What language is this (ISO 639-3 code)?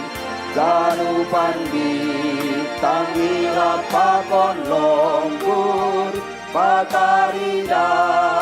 bts